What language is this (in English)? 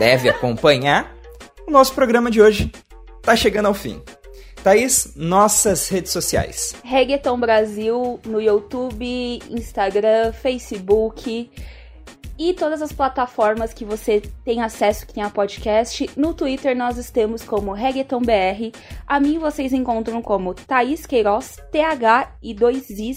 Portuguese